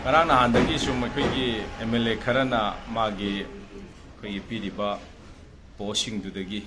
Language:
Manipuri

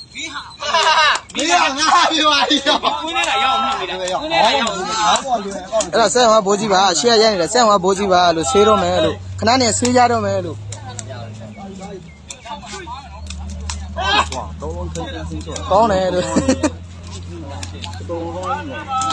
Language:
Burmese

